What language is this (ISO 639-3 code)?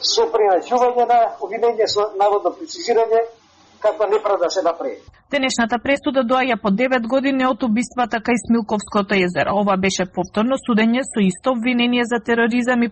mkd